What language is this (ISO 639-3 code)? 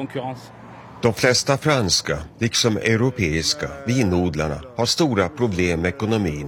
swe